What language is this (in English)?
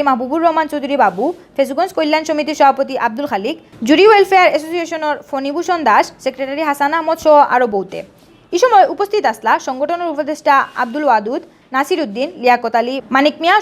Sylheti